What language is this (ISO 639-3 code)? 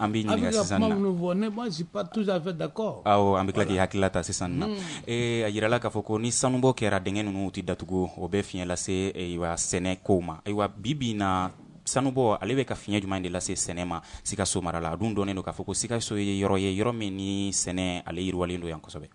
bam